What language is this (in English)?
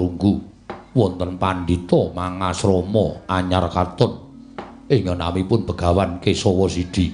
Javanese